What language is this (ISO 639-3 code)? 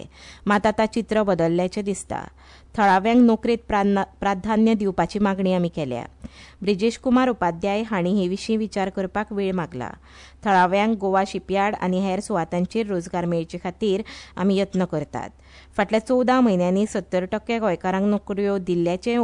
kok